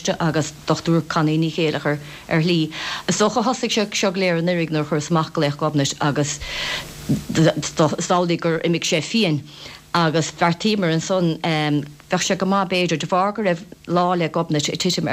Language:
Irish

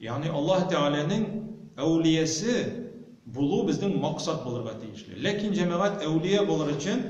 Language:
Tatar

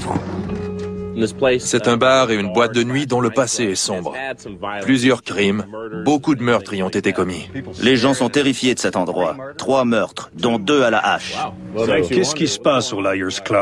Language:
French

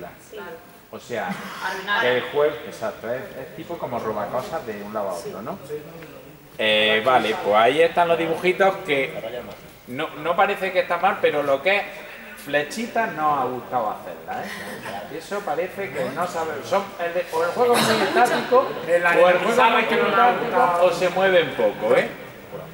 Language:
Spanish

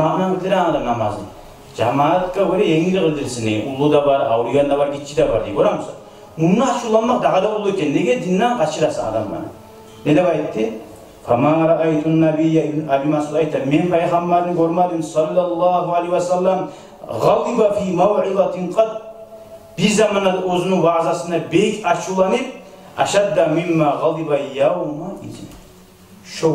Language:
Kumyk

